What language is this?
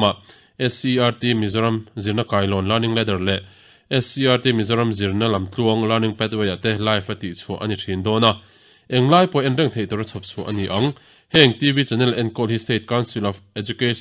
Mizo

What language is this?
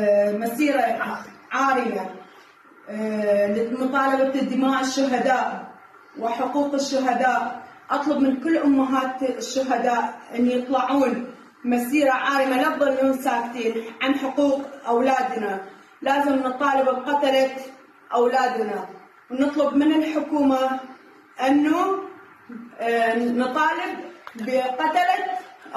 Mesopotamian Arabic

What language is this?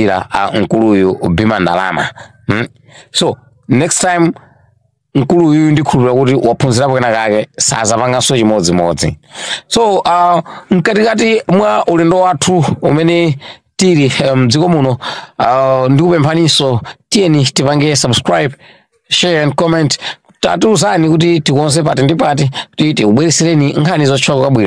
Nyanja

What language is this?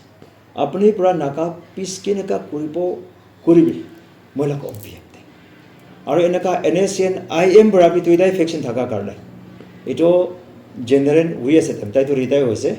Naga Pidgin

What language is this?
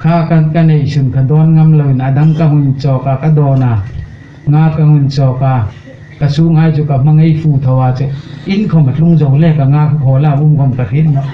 Hmar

